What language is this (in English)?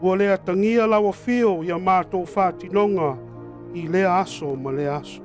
Samoan